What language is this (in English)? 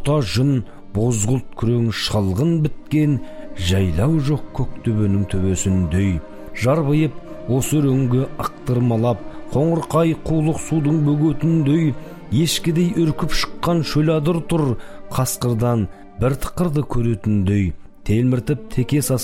Kazakh